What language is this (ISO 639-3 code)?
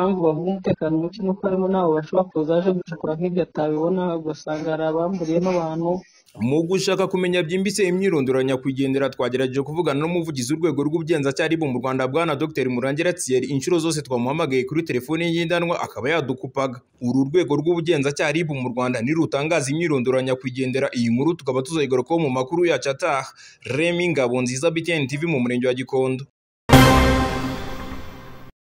kin